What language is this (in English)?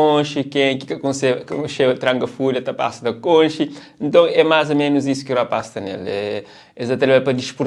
Kabuverdianu